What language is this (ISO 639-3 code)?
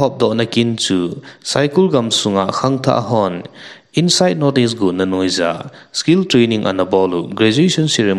tcz